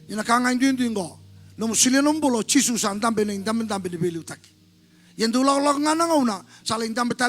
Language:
Fijian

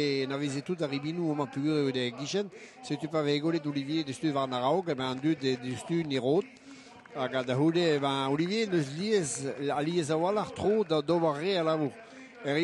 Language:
Breton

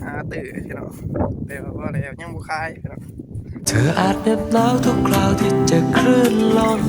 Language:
Lao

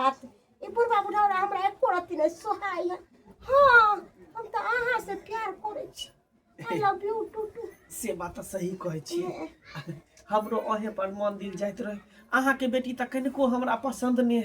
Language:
Maithili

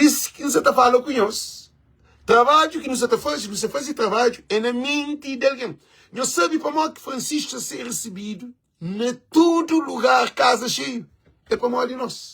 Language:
Kabuverdianu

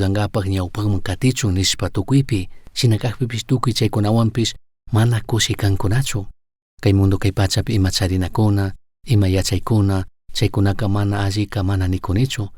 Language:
Chimborazo Highland Quichua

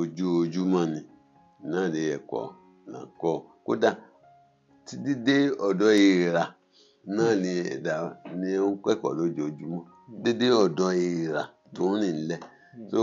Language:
Yoruba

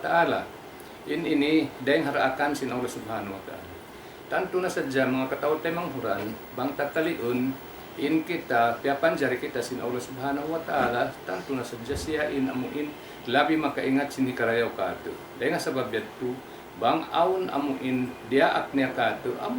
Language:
Tausug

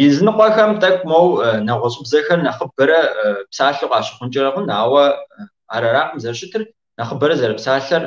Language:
Kabardian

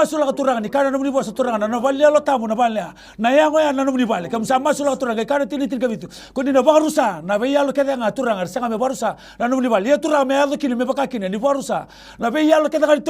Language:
Fijian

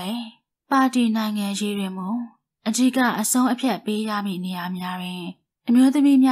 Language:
Burmese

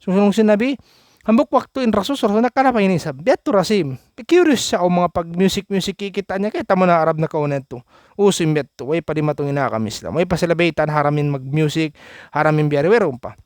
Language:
Tausug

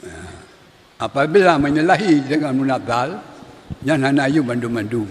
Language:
Achinese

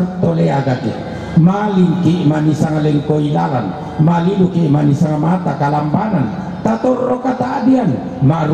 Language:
Toraja-Sa'dan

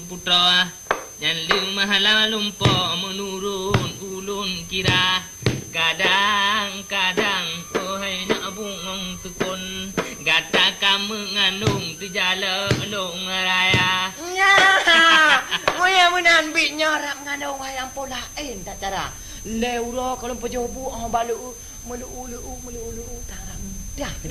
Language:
Achinese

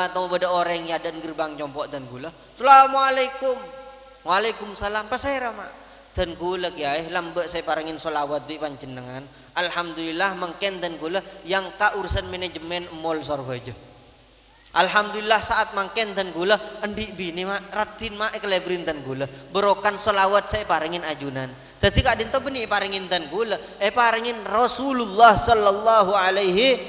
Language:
Madurese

